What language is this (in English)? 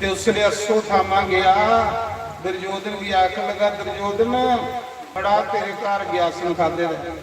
Dogri